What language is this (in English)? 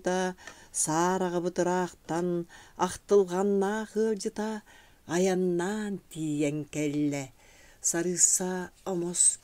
Yakut